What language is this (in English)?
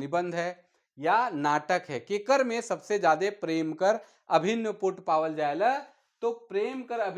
Sadri